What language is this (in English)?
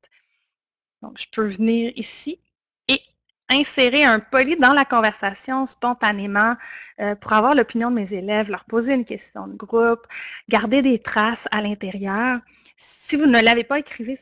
French